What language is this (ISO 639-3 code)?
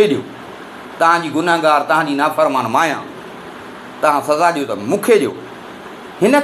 snd